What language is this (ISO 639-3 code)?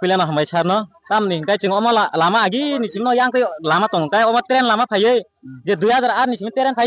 trp